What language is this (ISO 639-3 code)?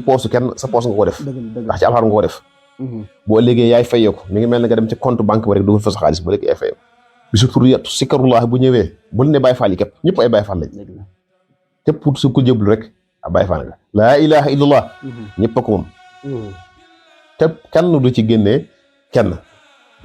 wol